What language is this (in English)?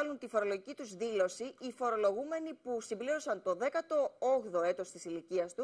Greek